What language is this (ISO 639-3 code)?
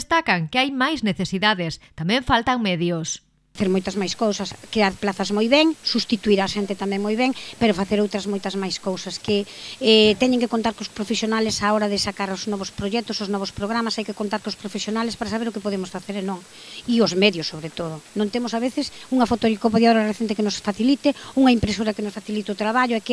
glg